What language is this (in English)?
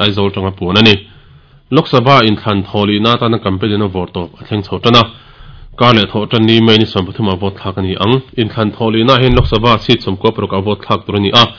Mizo